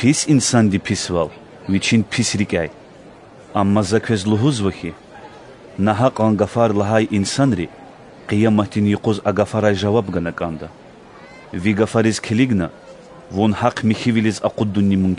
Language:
Lezghian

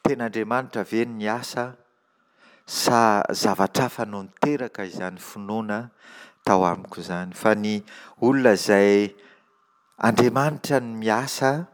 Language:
Malagasy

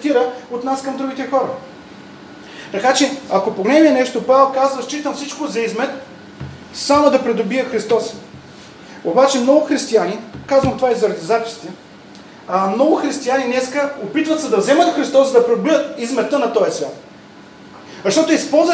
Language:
Bulgarian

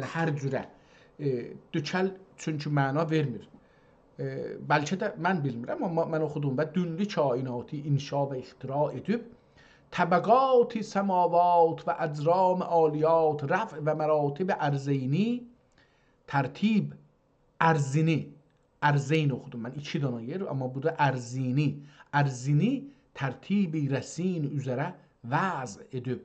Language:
South Azerbaijani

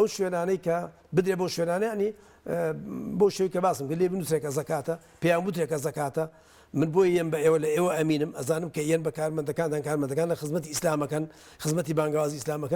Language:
Central Kurdish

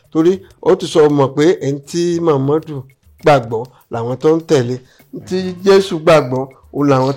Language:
Yoruba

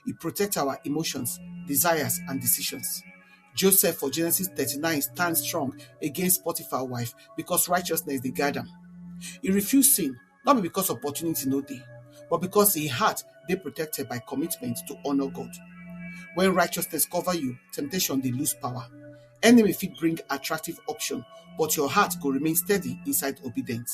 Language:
Nigerian Pidgin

